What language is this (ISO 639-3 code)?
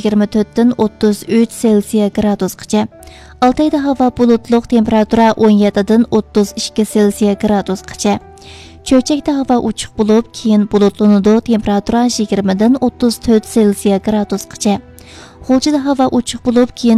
uig